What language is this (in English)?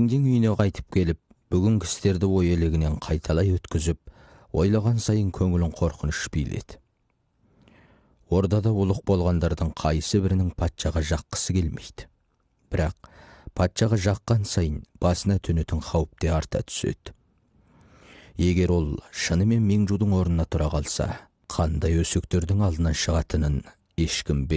Kazakh